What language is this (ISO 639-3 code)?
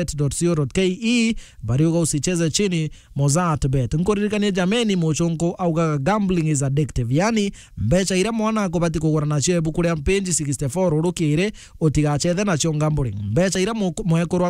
mer